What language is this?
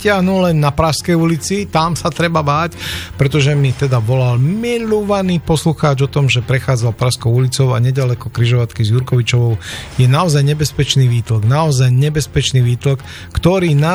Slovak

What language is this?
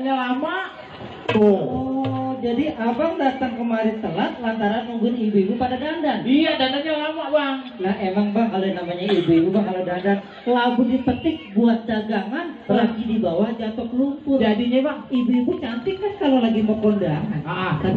Betawi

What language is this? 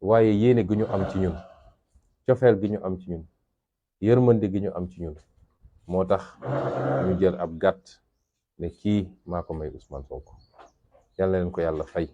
Wolof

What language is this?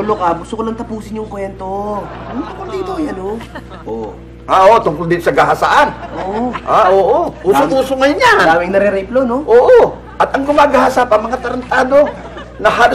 Filipino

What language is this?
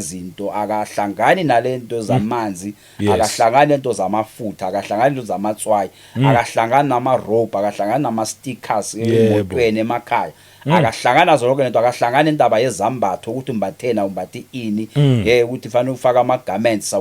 Zulu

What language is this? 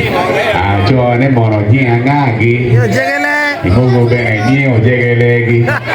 Acoli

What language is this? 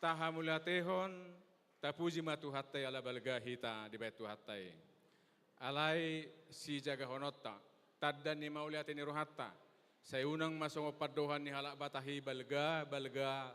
Batak Toba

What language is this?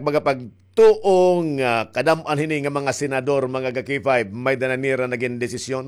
Waray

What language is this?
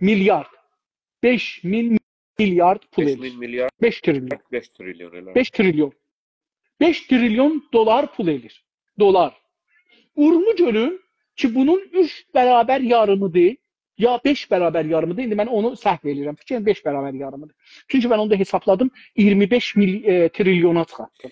South Azerbaijani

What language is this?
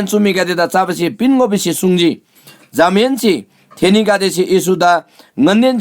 Eastern Tamang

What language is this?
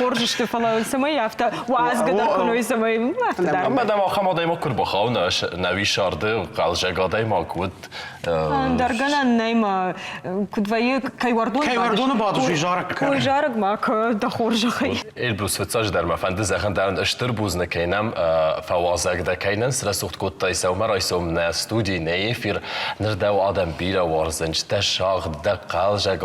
Ossetic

